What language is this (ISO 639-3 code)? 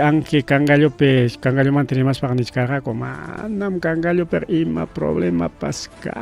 quy